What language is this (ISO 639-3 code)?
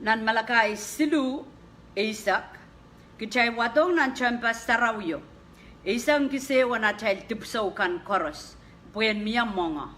pon